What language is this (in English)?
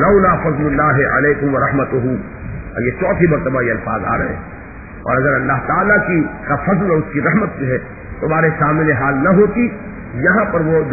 Urdu